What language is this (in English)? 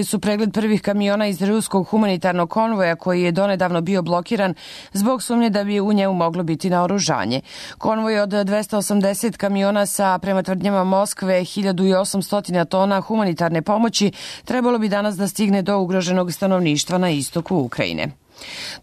Serbian